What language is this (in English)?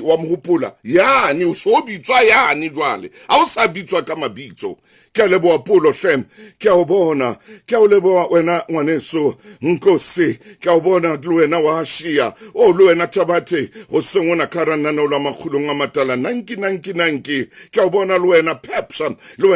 Southern Sotho